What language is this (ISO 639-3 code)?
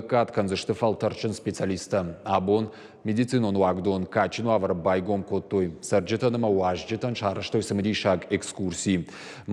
oss